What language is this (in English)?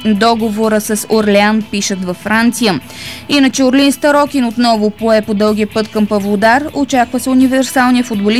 Bulgarian